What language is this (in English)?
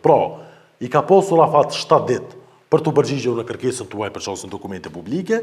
Albanian